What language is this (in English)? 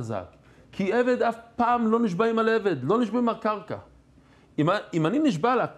Hebrew